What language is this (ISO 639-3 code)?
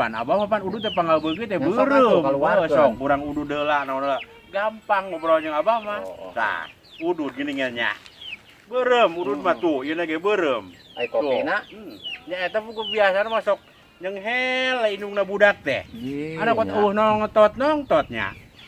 sun